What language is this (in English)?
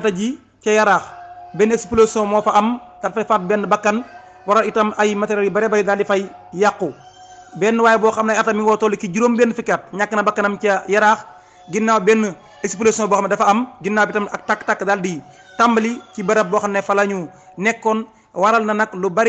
Wolof